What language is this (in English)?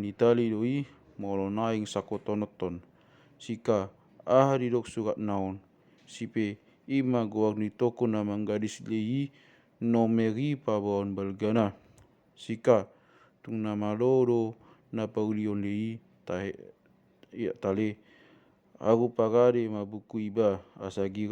Batak Toba